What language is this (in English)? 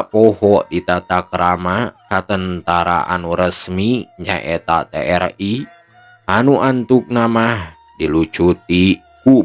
Sundanese